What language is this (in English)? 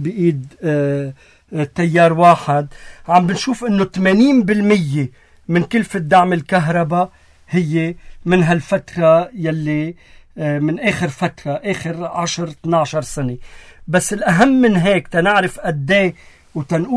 North Levantine Arabic